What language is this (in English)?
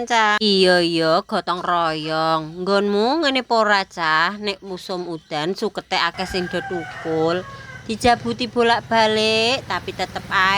Javanese